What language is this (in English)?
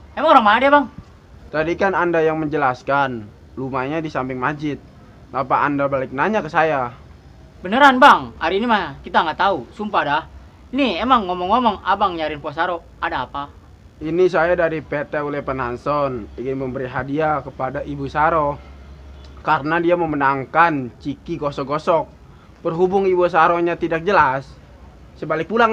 Betawi